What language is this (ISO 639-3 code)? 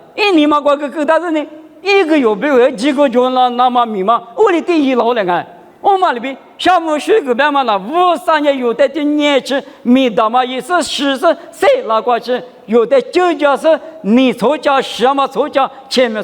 lis